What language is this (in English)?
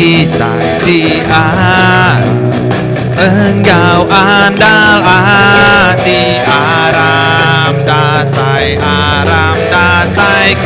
Iban